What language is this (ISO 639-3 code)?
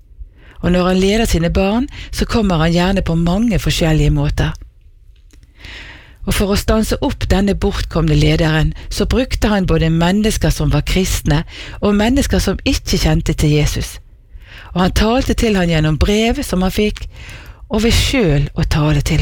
nor